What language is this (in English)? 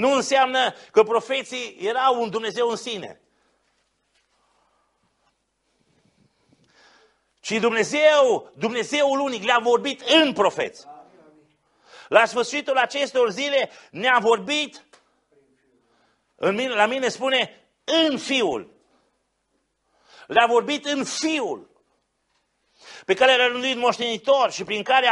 Romanian